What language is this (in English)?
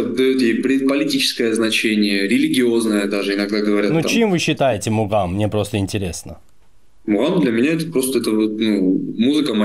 Russian